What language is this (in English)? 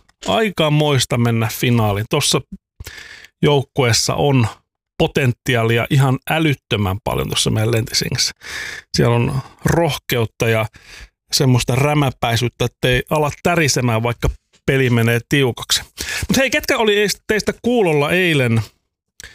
Finnish